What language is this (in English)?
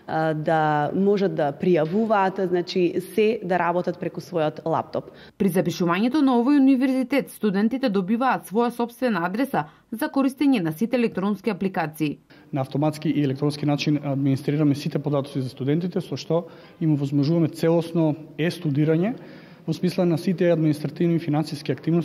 Macedonian